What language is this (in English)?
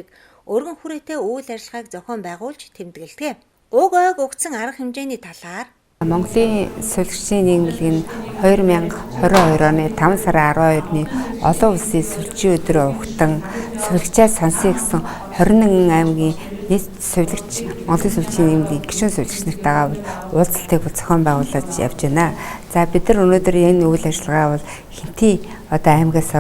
Mongolian